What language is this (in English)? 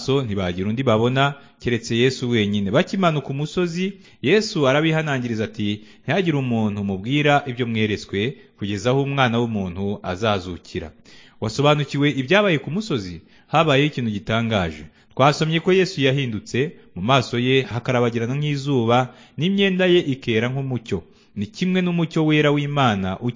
Kinyarwanda